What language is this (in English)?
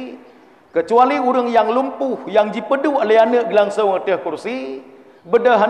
Achinese